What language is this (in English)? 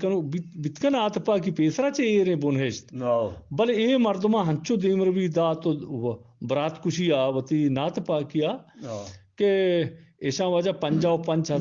Eastern Balochi